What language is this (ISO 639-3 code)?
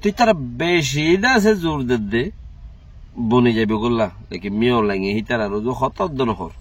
rhg